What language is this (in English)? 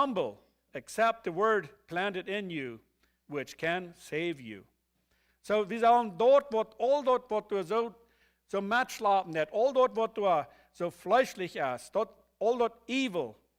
Plautdietsch